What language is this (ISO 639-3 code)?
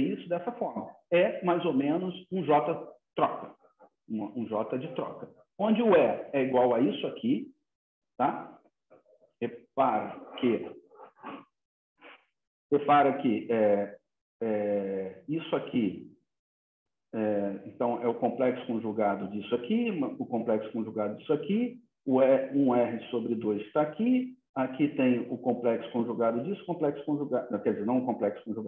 por